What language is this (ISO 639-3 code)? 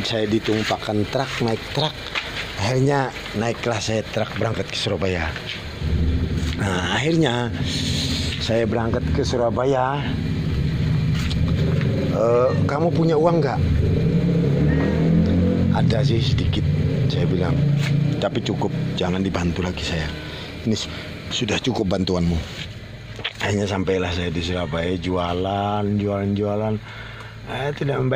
ind